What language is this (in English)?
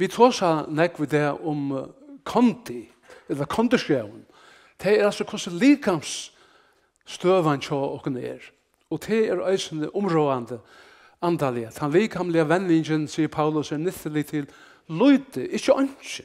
Faroese